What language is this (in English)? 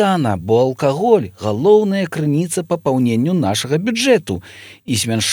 Belarusian